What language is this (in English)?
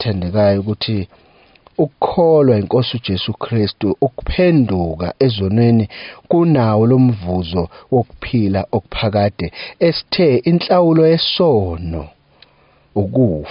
Zulu